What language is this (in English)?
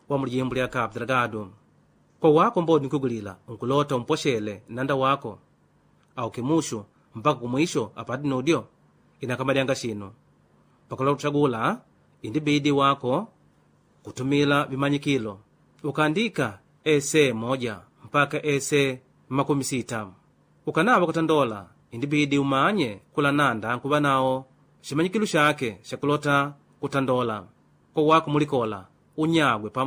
Makonde